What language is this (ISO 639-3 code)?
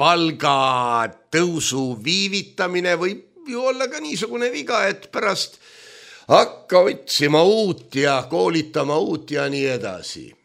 est